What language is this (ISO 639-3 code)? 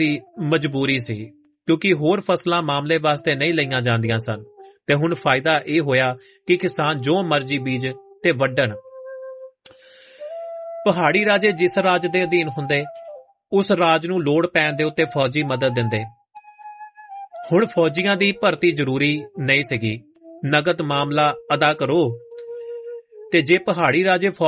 pan